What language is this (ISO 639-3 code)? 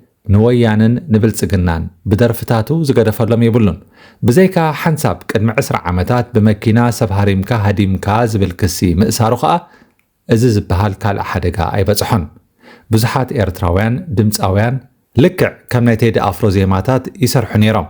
tir